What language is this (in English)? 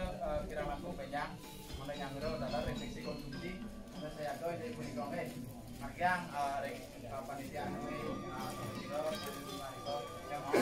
Balinese